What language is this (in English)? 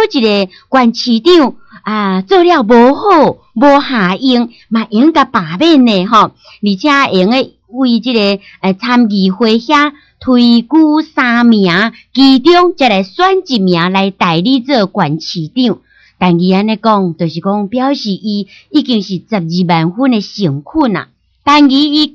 Min Nan Chinese